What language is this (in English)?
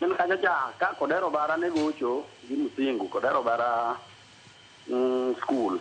Luo (Kenya and Tanzania)